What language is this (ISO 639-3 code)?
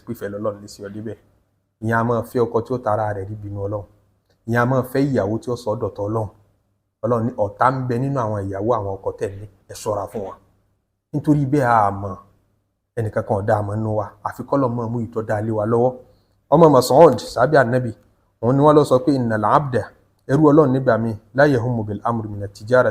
yor